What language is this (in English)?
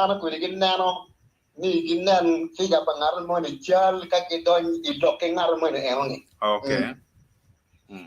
Acoli